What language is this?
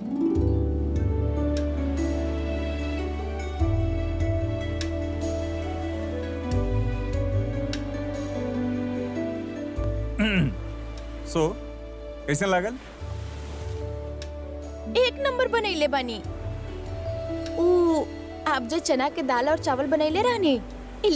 Bhojpuri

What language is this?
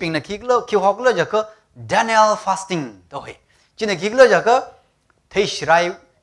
Tangkhul Naga (India)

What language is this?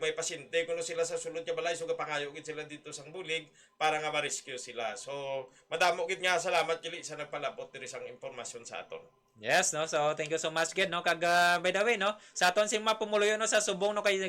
Hiligaynon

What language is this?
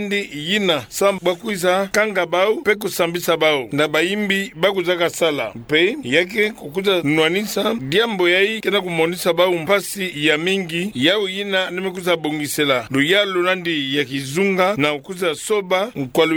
Kituba (Democratic Republic of Congo)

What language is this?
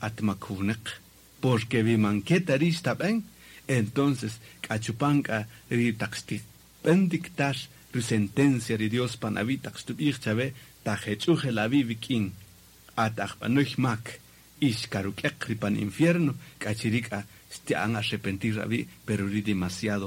Kaqchikel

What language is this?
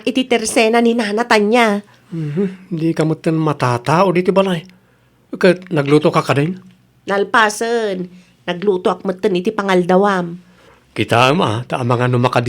Iloko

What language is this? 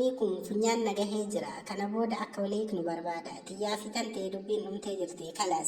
Oromo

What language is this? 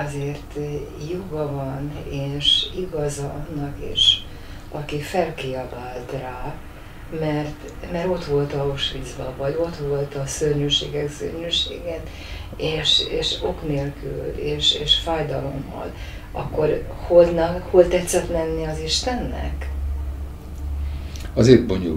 Hungarian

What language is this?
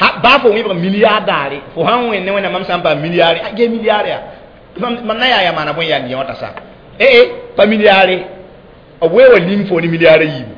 Mossi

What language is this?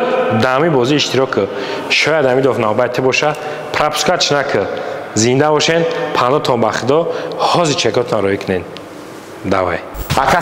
Tajik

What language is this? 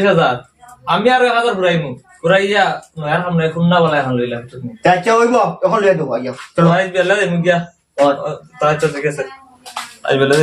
Sylheti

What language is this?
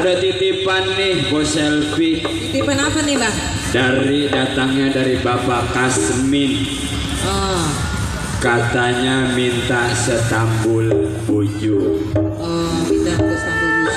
Betawi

